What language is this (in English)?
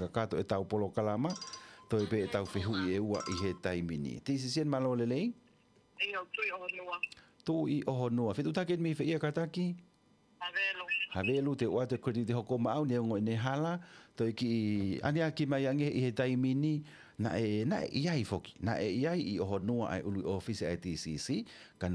Tongan